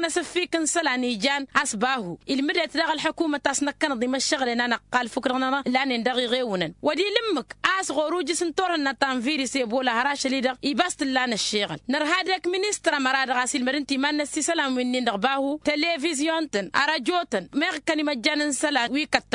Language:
Tamasheq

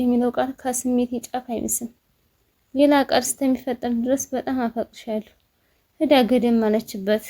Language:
Amharic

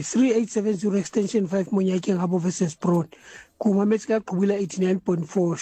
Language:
Southern Sotho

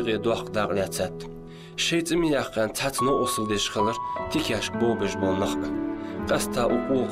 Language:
Ingush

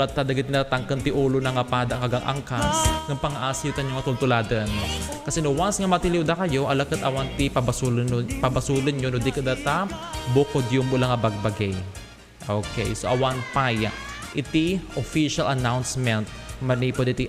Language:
Iloko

